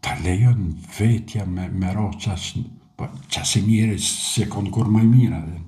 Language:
Albanian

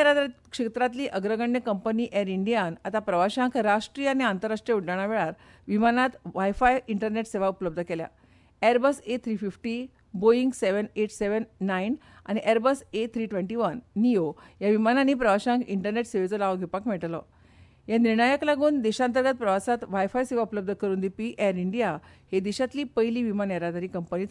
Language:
Konkani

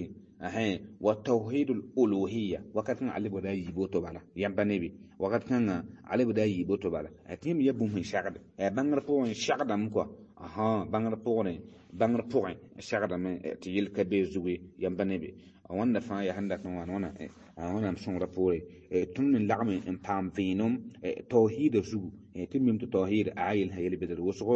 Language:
Mossi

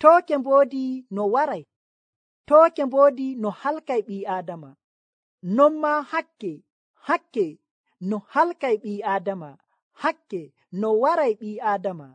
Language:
Nigerian Fulfulde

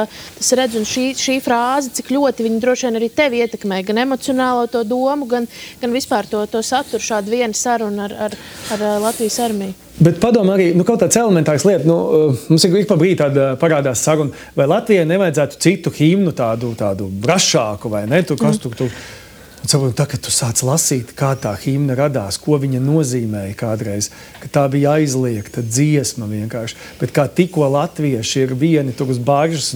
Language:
Latvian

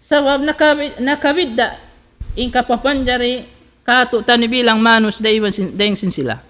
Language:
Tausug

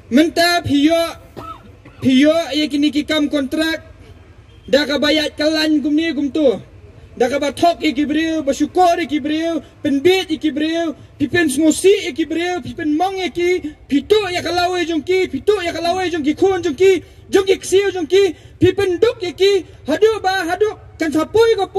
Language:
Khasi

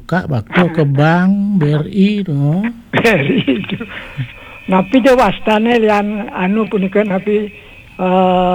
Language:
Balinese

